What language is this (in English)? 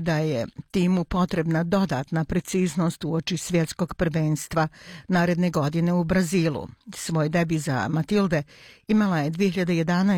Bosnian